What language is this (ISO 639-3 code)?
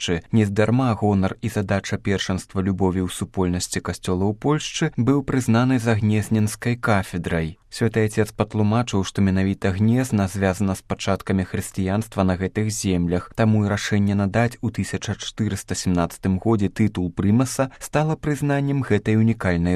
bel